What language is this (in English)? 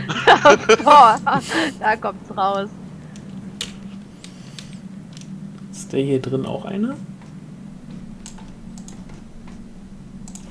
German